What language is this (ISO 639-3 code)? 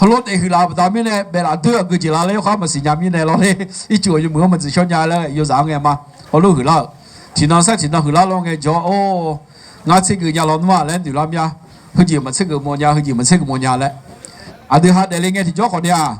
ahk